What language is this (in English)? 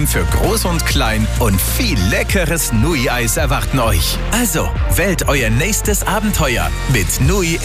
German